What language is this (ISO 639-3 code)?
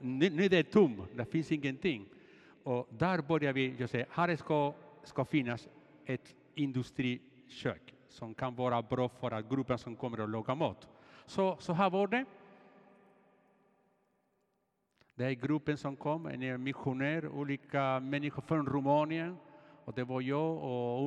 swe